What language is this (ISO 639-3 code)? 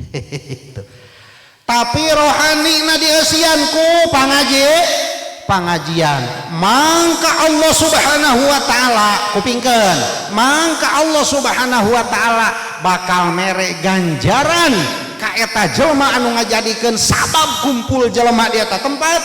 sun